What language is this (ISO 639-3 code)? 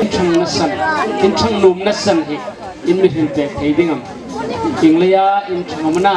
hmr